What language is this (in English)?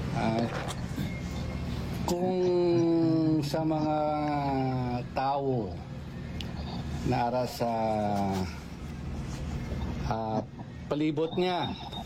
Hiligaynon